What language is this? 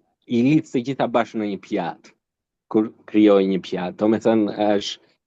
Albanian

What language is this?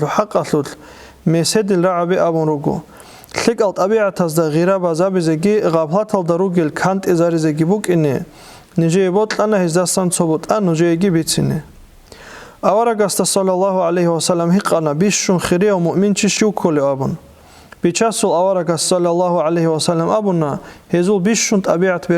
Avaric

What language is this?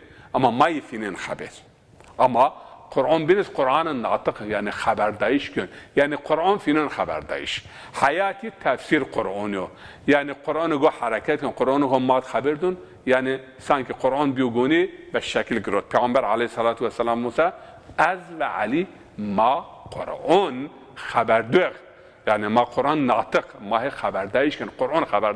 Zaza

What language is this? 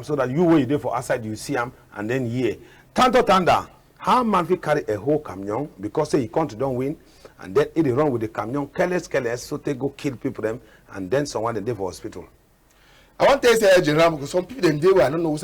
Cameroon Pidgin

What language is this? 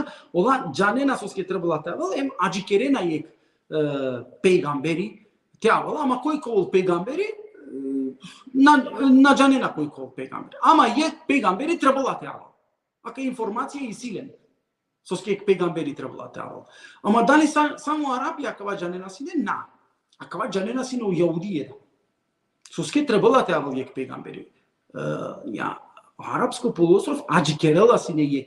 Balkan Romani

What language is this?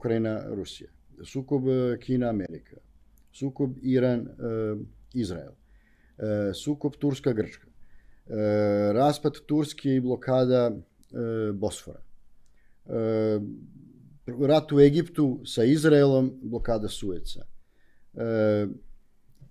Serbian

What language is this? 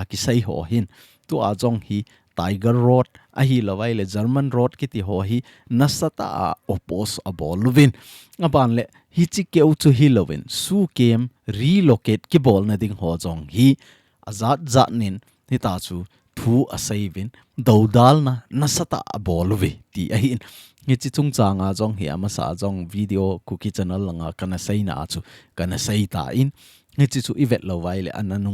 Thado Chin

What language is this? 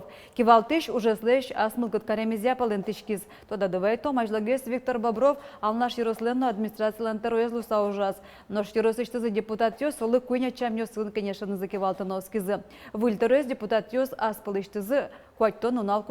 Udmurt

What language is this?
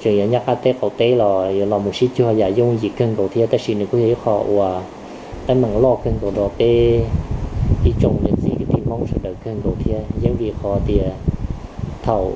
Hmong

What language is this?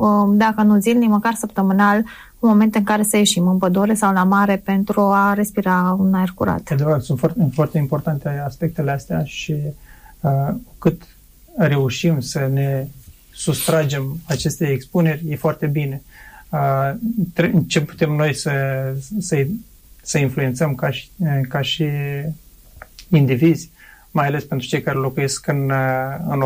Romanian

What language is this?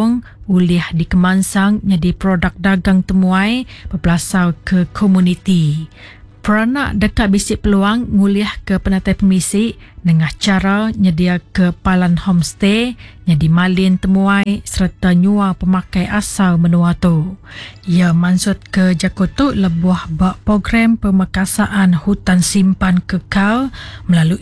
Iban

